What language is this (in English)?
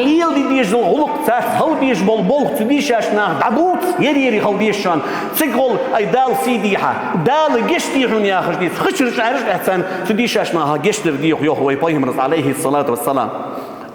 Ingush